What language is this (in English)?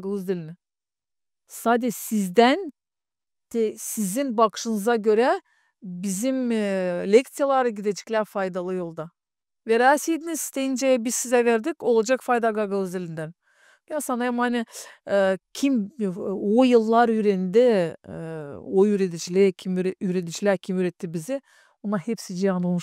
Gagauz